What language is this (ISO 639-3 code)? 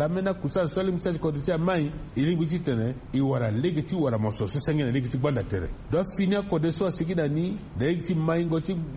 sag